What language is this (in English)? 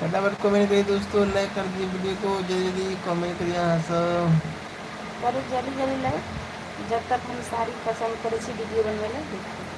Maithili